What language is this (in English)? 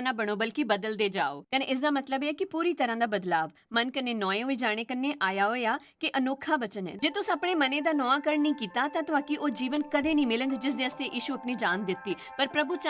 Dogri